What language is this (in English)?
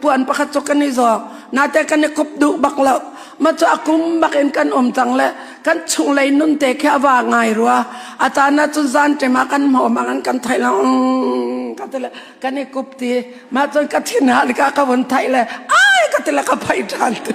Hakha Chin